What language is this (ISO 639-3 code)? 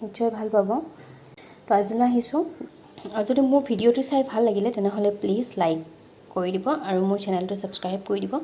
asm